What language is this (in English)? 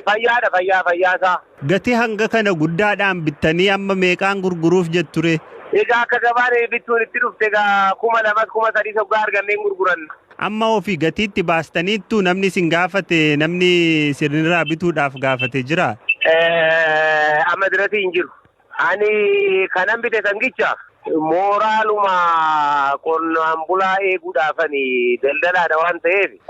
Oromo